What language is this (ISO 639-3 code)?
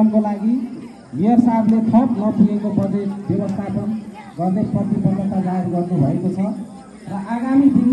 nep